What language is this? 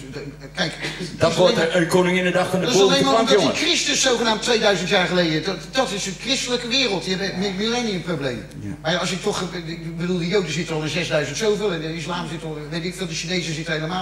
Dutch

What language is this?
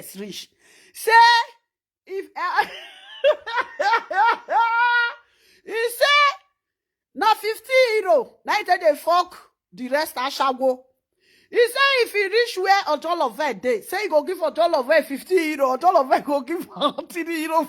Nigerian Pidgin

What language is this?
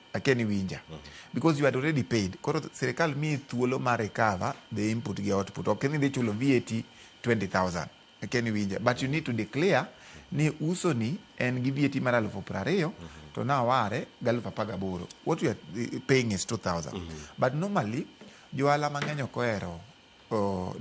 Luo (Kenya and Tanzania)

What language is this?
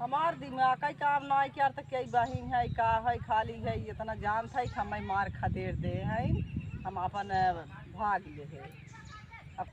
Awadhi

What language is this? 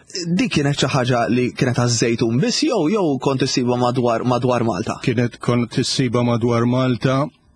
Maltese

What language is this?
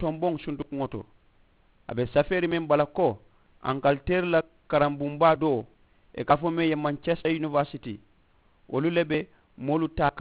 Mandingo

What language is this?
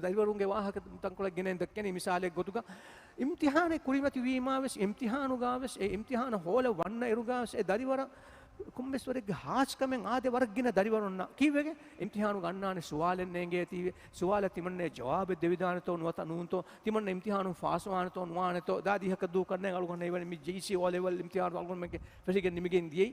Divehi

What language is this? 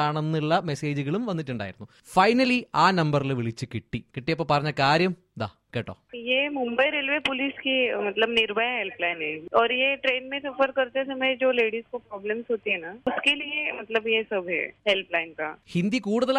Malayalam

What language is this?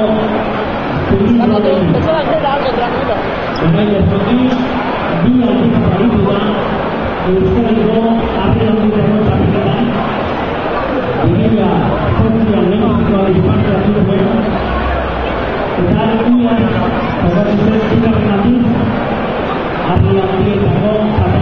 Basque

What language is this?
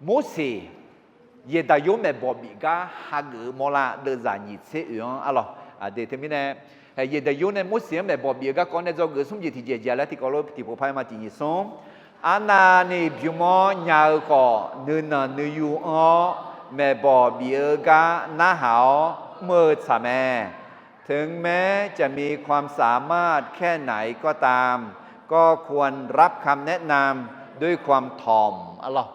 Akha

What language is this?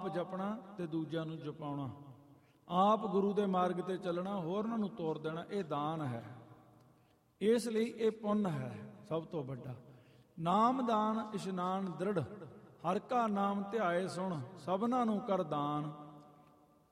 Punjabi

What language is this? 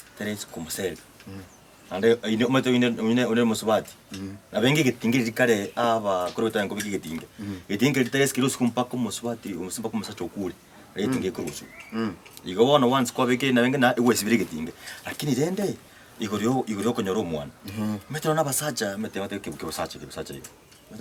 Gusii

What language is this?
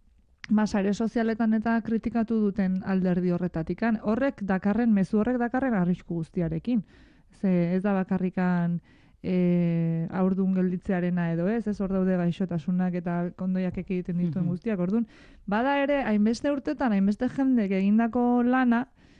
Basque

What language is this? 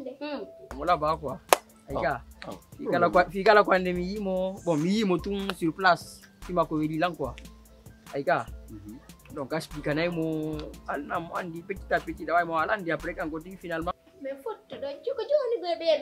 Pular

